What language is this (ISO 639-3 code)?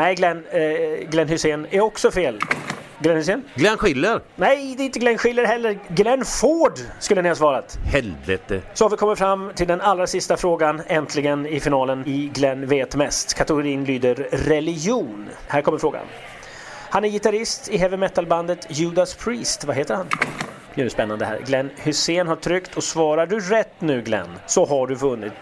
swe